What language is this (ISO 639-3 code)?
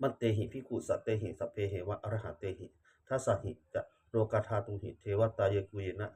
pli